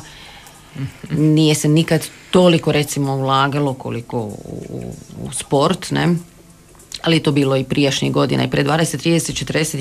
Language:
Croatian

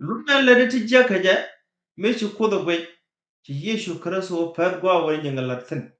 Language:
Nuer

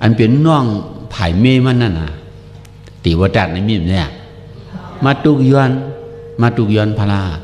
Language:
Shan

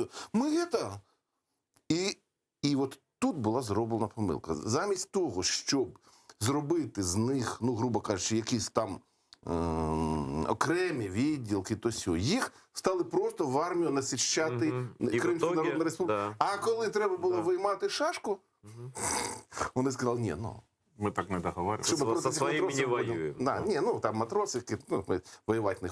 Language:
Crimean Tatar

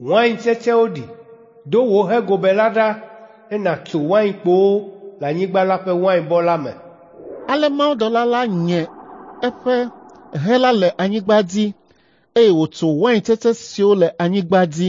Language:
Ewe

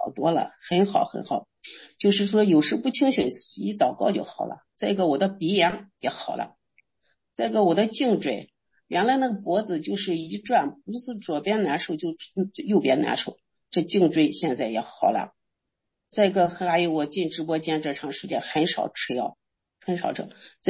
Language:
Chinese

